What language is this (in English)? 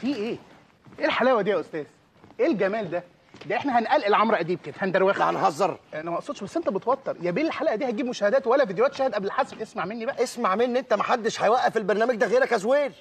Egyptian Arabic